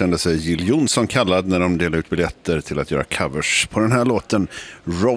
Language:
Swedish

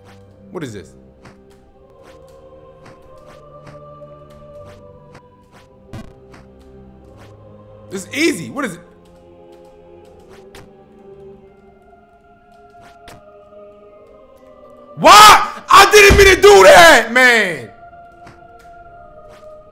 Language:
English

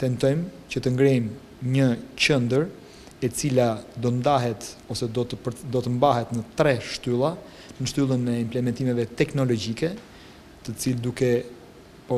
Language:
Albanian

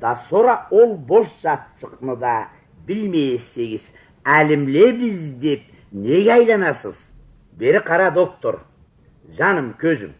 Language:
Karachay-Balkar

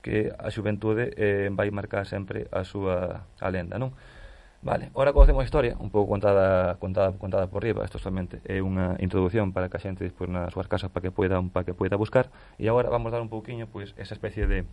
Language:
Galician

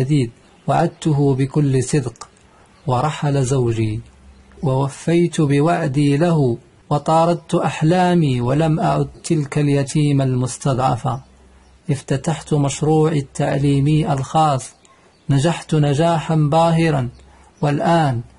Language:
Arabic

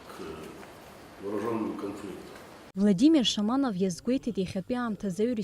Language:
Abkhazian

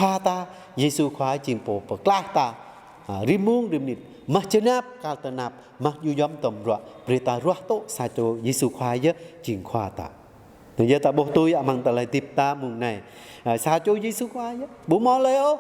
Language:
Jarai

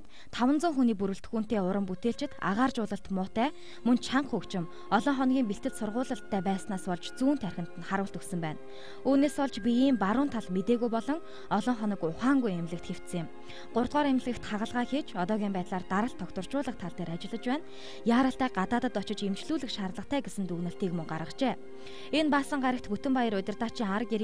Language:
Mongolian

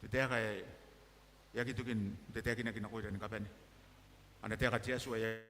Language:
Gilbertese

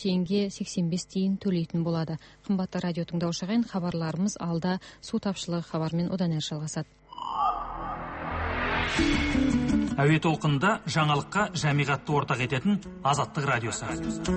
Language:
Kazakh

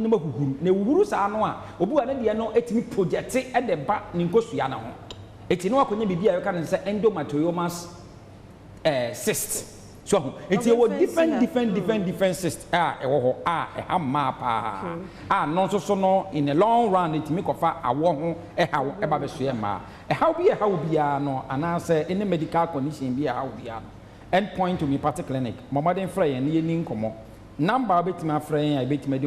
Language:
Akan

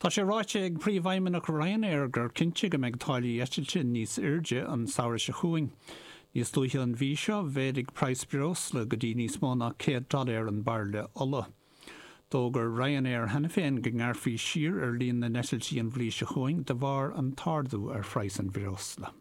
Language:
Irish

